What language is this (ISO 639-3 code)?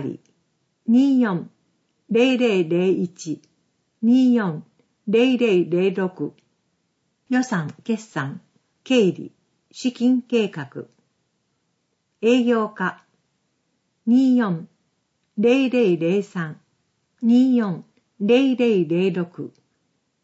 jpn